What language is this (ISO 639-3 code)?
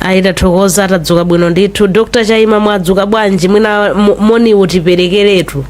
nya